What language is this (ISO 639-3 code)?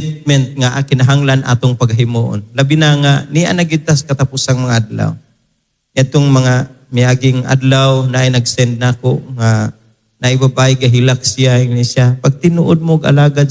ceb